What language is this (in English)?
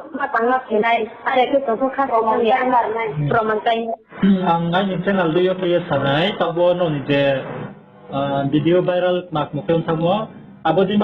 Riang (India)